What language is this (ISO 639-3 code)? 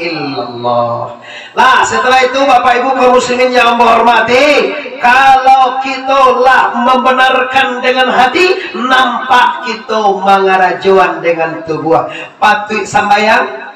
min